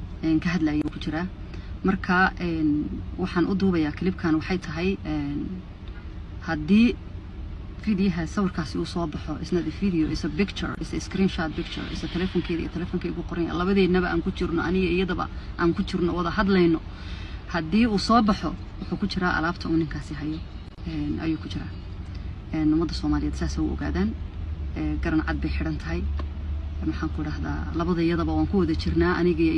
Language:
Somali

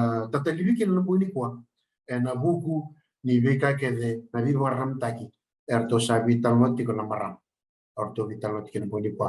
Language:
Fijian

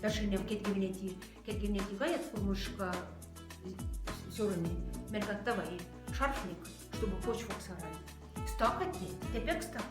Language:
Moksha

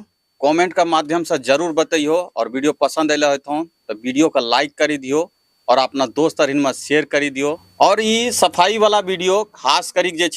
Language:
Angika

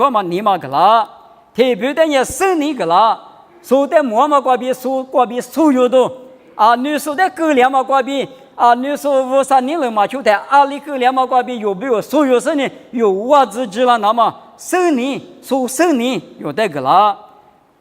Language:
Lisu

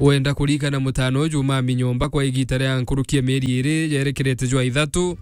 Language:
Meru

